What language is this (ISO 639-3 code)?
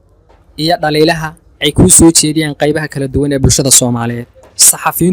som